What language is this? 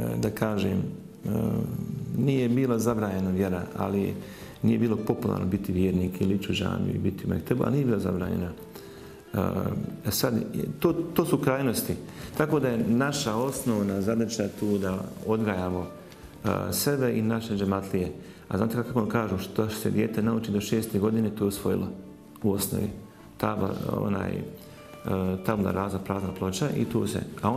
Bosnian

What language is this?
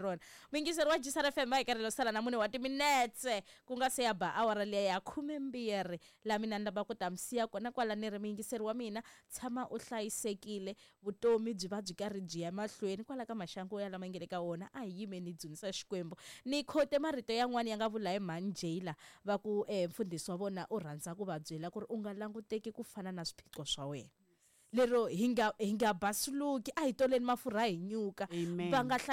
Tsonga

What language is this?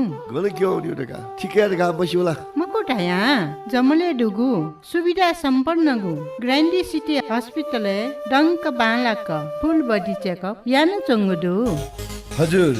Newari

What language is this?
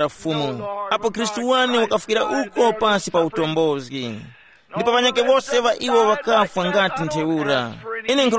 Tumbuka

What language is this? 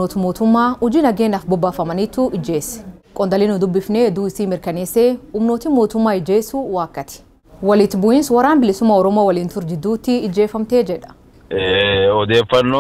Oromo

